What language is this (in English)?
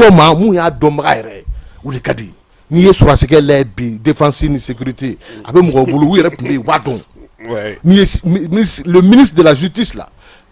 Bambara